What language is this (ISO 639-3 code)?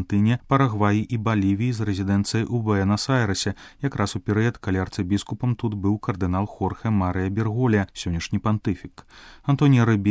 bel